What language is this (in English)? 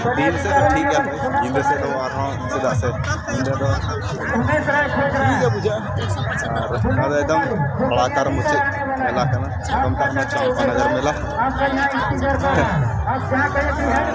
Santali